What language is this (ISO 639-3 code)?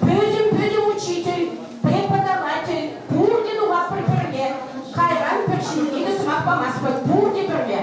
chv